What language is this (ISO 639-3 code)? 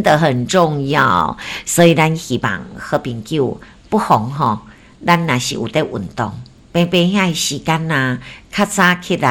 nan